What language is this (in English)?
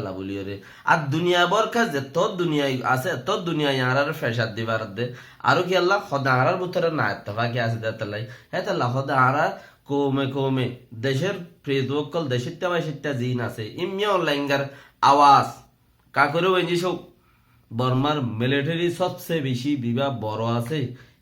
Rohingya